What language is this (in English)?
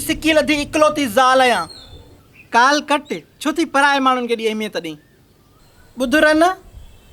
Sindhi